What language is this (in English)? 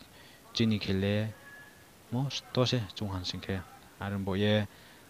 Riang (India)